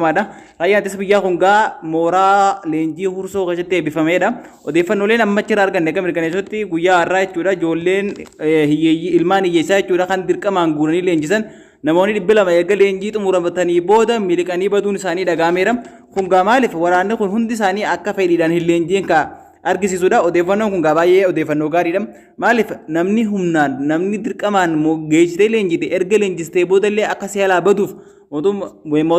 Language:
Oromo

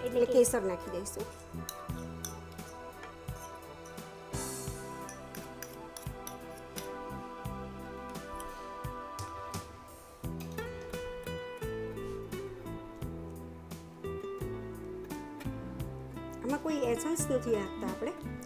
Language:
Gujarati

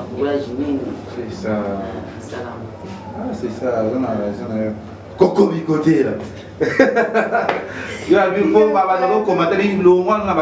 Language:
Lingala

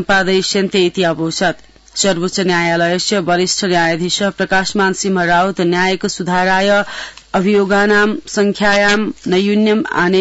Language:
Sanskrit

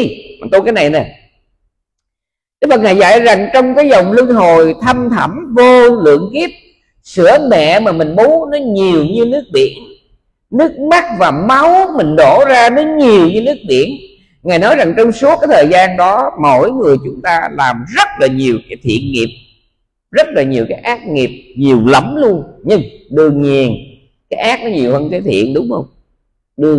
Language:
Vietnamese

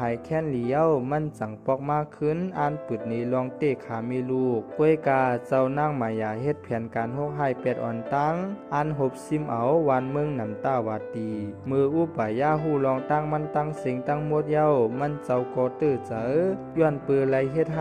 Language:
Shan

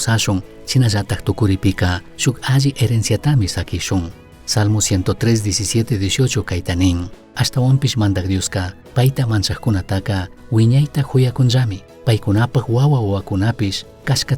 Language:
Chimborazo Highland Quichua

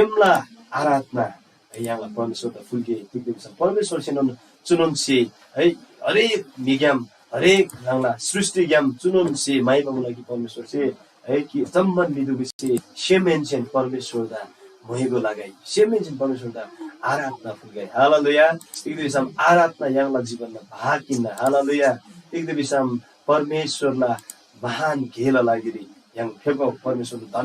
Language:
Eastern Tamang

